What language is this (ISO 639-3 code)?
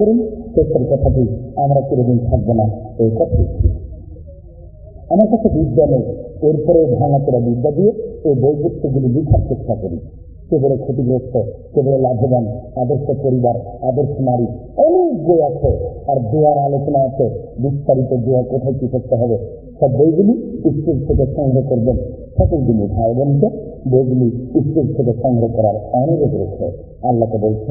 ben